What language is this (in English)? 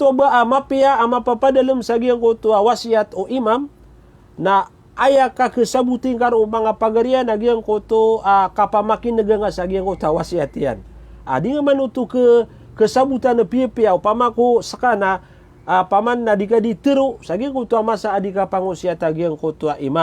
Maranao